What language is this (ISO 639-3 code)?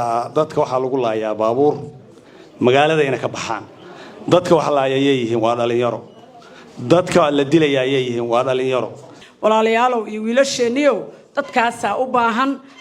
som